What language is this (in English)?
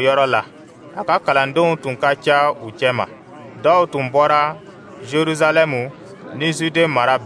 Dyula